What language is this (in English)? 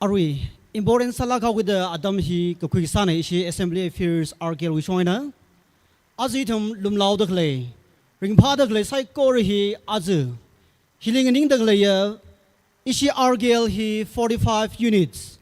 Tangkhul Naga (India)